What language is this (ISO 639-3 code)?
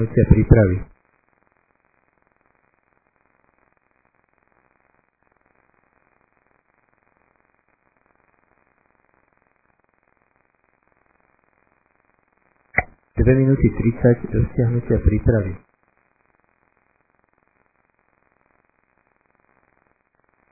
slk